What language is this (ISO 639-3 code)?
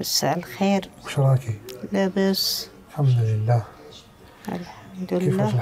arq